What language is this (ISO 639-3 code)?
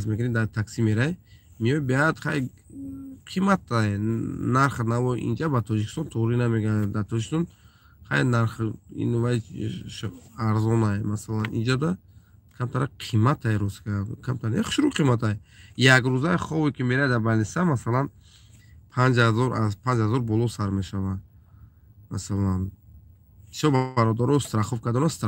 tgk